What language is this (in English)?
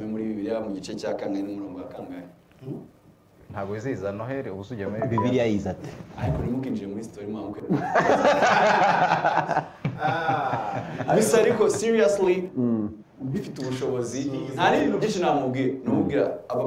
Kinyarwanda